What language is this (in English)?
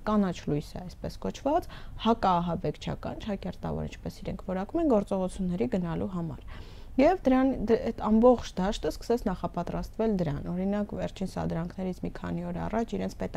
Armenian